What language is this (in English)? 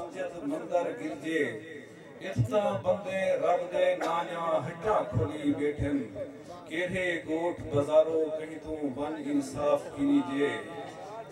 Saraiki